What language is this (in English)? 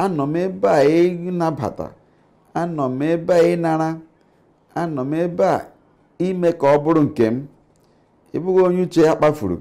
Igbo